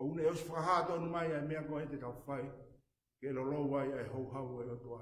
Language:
Tongan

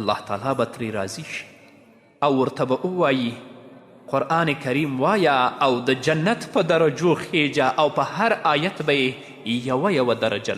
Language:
Pashto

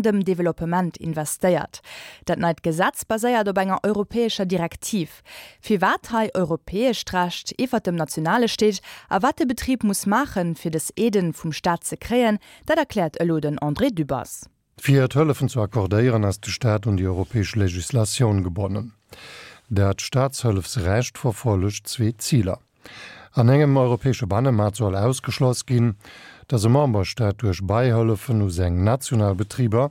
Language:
Luxembourgish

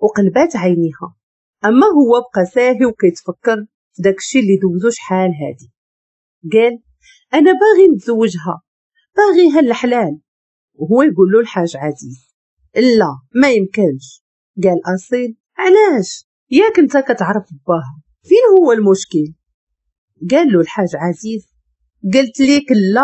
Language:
Moroccan Arabic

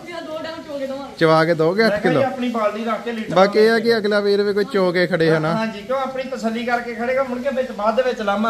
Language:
Punjabi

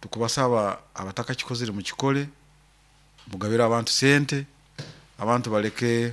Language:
Nyoro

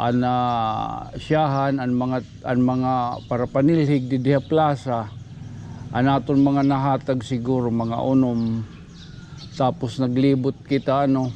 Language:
Waray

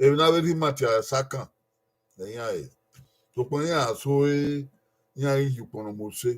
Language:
Bini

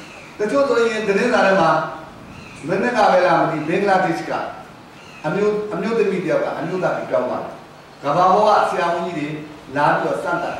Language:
Burmese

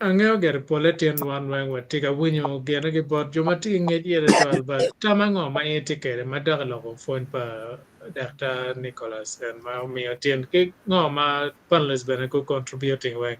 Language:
Acoli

